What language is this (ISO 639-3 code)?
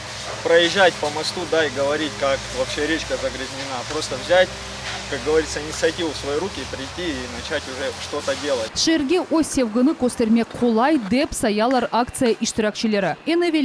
crh